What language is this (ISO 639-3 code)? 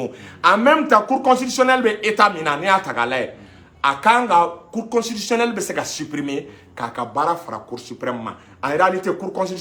bam